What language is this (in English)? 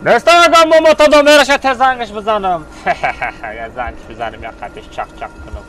Tajik